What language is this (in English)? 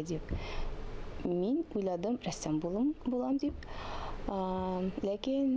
Tatar